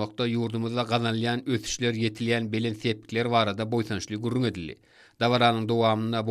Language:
Turkmen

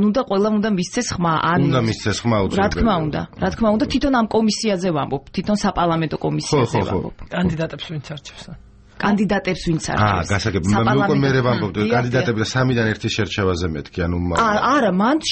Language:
Georgian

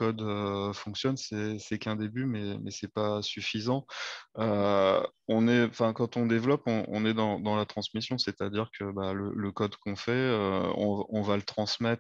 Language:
French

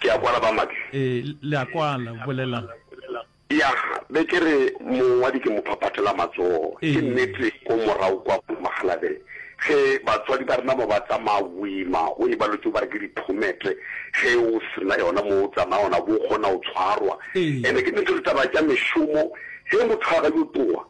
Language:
Northern Sotho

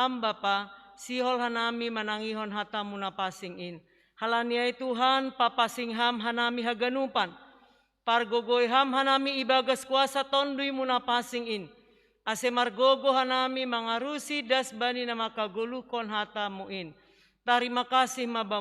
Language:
Batak Simalungun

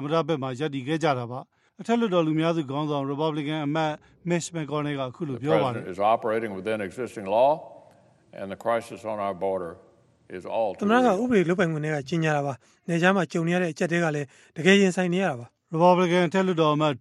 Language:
Burmese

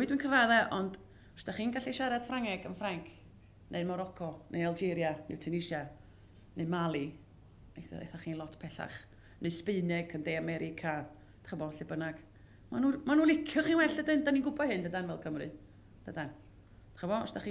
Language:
Welsh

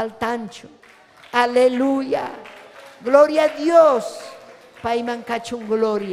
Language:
Ayacucho Quechua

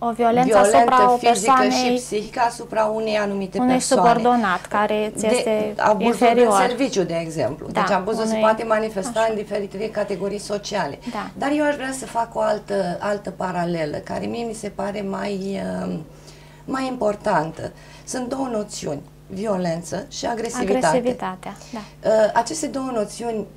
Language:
Romanian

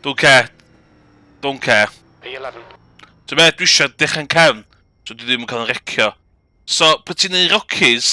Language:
Welsh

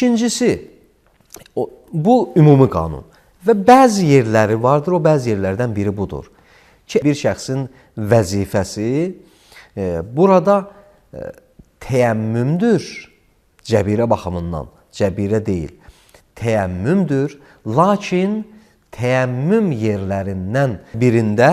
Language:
Azerbaijani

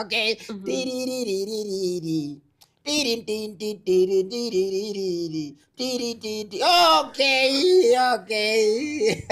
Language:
Gusii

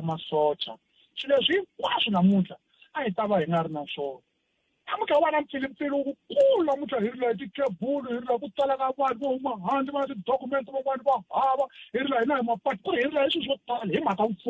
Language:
Tsonga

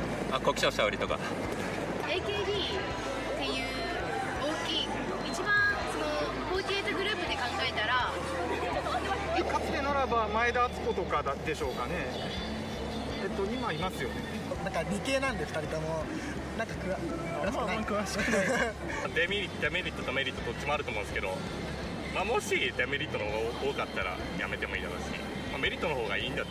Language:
Japanese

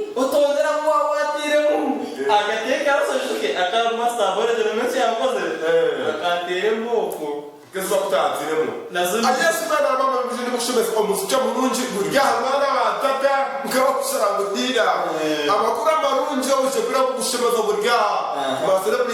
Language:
Nyankole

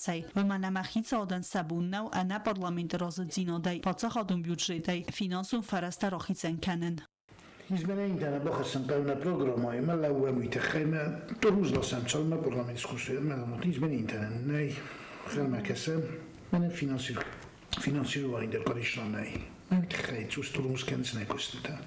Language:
Ossetic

